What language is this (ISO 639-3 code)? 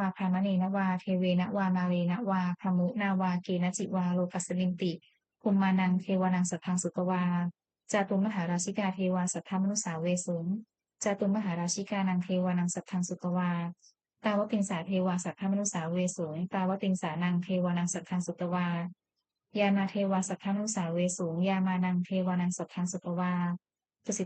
pli